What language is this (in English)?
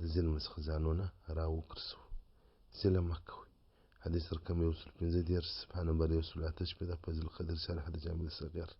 Pashto